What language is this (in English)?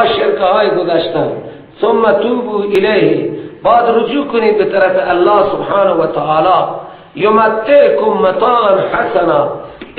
Persian